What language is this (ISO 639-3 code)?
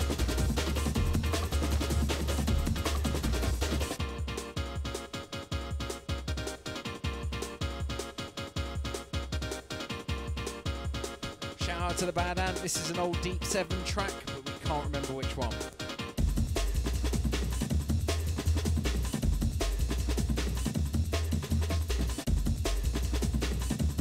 eng